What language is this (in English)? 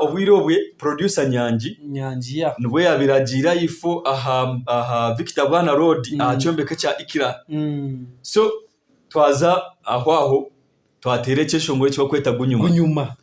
Nyankole